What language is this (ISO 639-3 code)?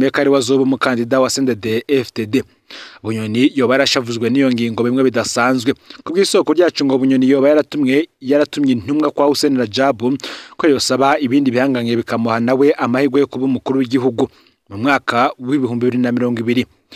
run